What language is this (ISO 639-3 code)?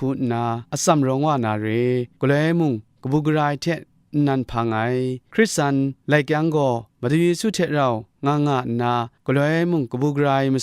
kac